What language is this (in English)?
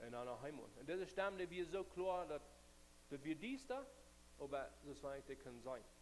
Plautdietsch